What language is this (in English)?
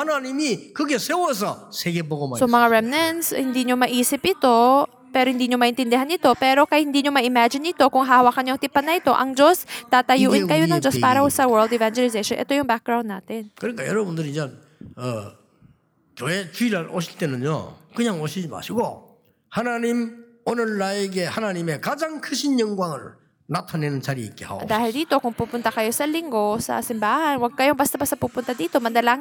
Filipino